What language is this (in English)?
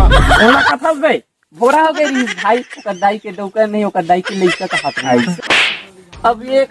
Chhattisgarhi